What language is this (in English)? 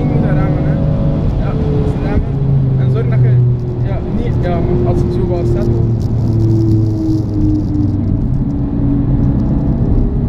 Dutch